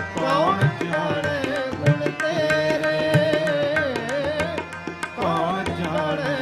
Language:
Punjabi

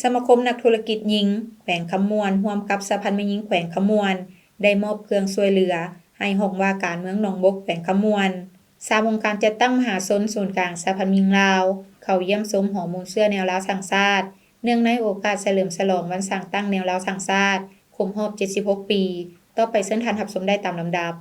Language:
Lao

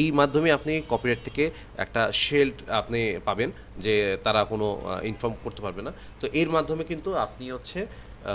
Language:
Bangla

